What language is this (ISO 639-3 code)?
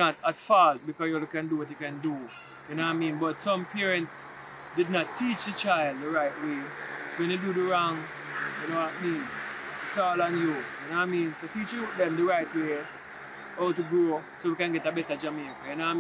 jam